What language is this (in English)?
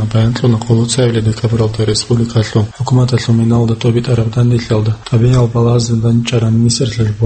Avaric